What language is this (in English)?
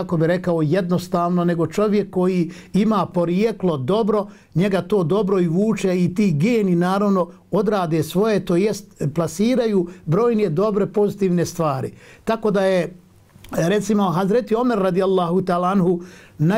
Bosnian